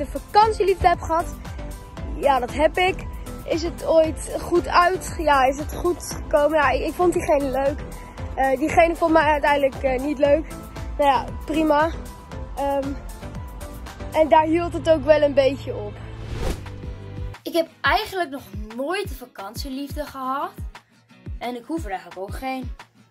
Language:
Dutch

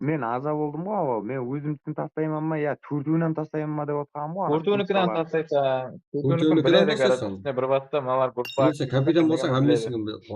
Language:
Kara-Kalpak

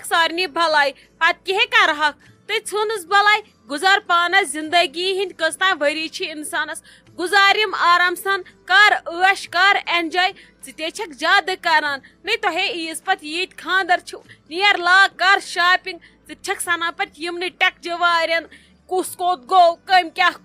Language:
Kashmiri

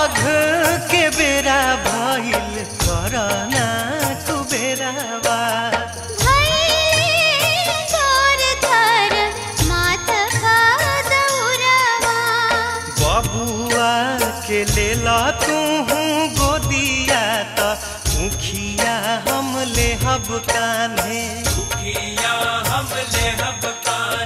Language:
Bhojpuri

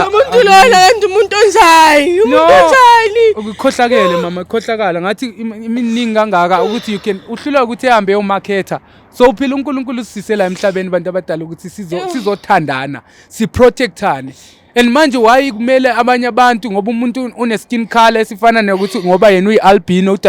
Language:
Zulu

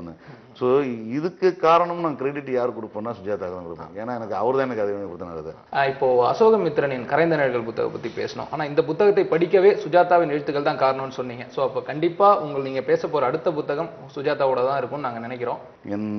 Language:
Tamil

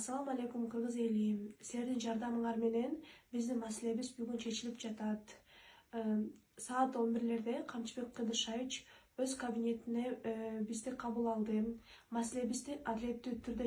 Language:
Kyrgyz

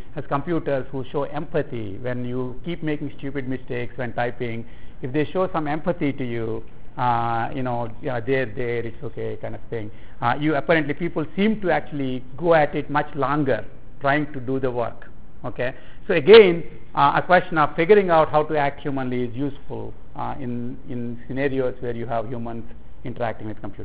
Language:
English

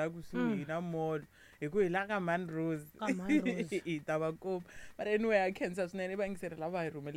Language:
Tsonga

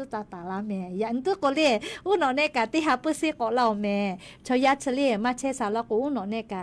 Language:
Lahu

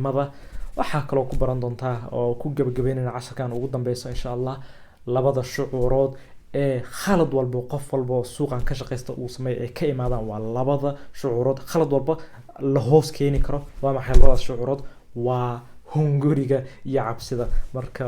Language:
Somali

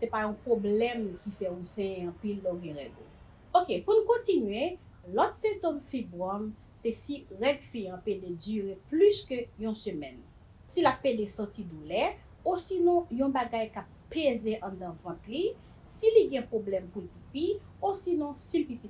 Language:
Haitian Creole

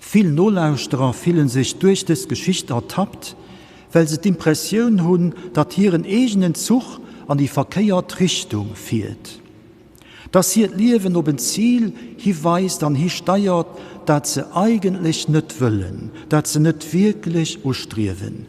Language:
Luxembourgish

